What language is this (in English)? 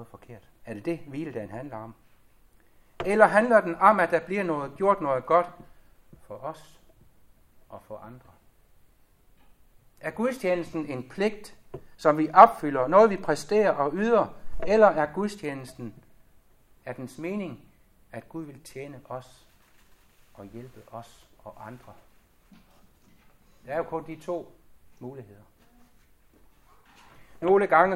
Danish